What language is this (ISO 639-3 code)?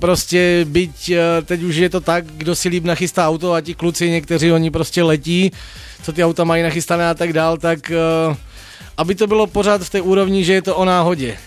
ces